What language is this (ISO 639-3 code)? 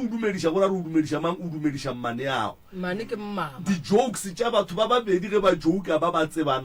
nso